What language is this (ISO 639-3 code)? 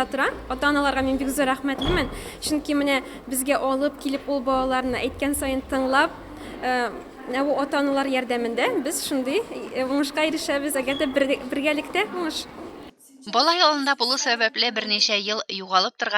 tat